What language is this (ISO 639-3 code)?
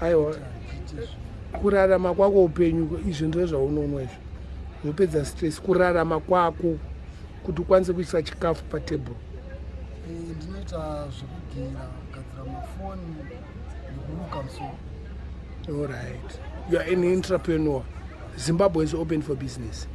sna